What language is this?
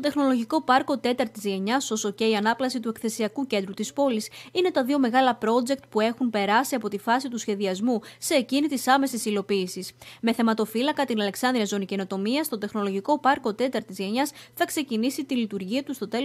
Greek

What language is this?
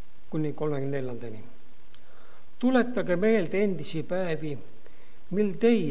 Estonian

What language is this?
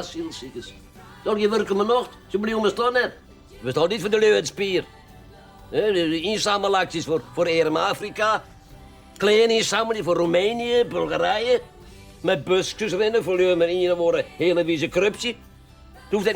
Western Frisian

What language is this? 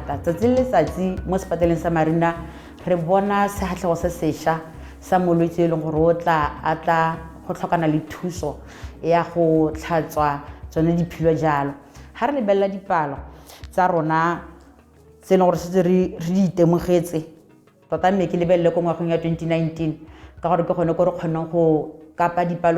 Tswana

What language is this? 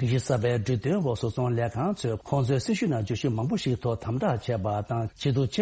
Tibetan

